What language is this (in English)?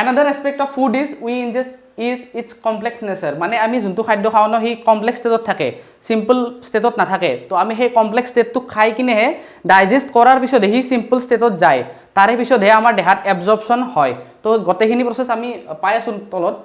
Assamese